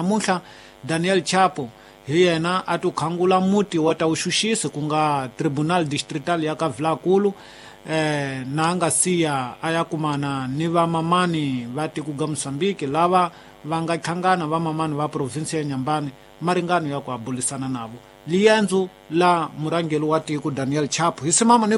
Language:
Tsonga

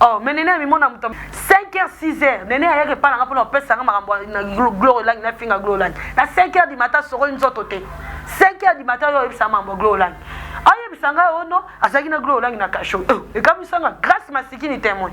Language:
Lingala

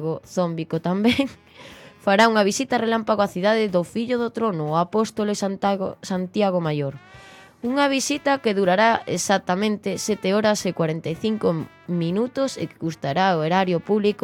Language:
Galician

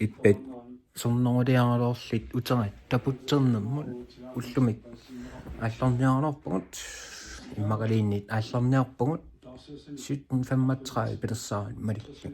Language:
Kalaallisut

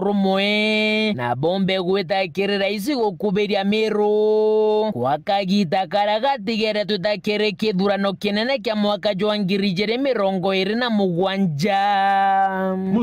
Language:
Meru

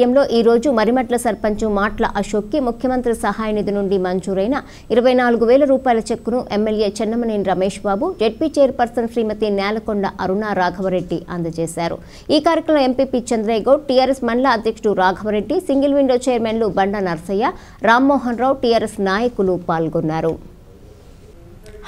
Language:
Telugu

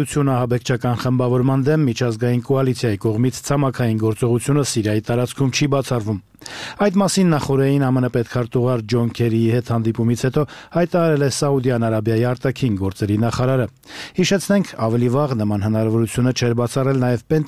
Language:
Armenian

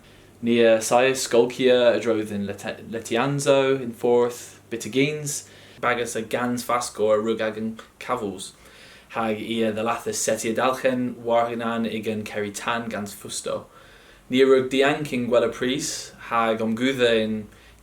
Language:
Cornish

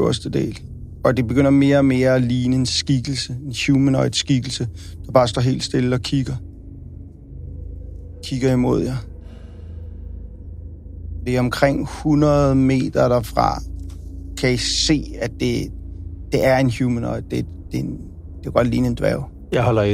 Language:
Danish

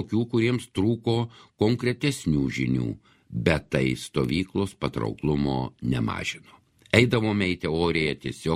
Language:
Lithuanian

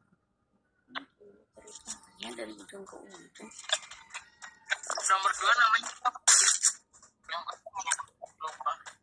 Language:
Indonesian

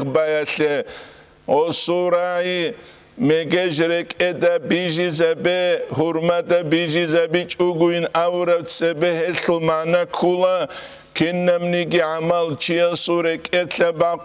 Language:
Avaric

